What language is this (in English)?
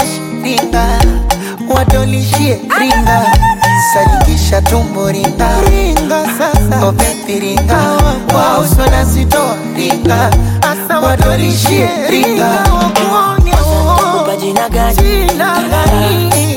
Swahili